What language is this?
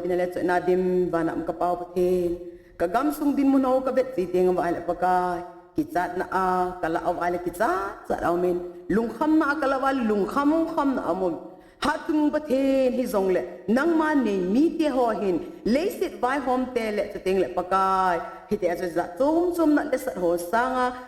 Thado Chin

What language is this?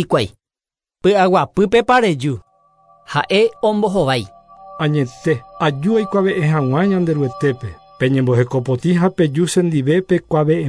Guarani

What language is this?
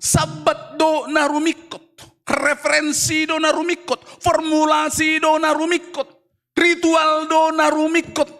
Batak Toba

